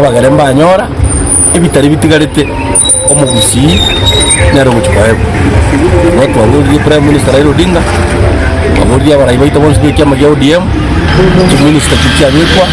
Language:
Gusii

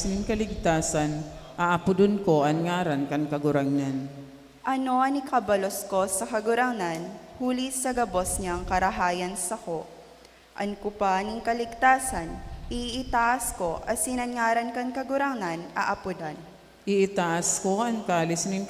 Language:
Bikol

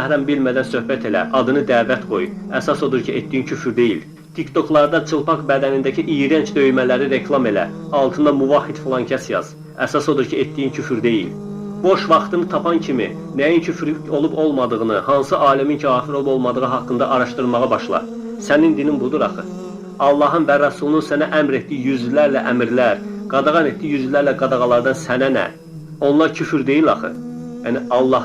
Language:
Azerbaijani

